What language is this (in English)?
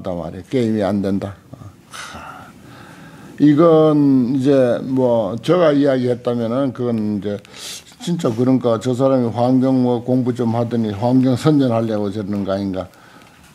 Korean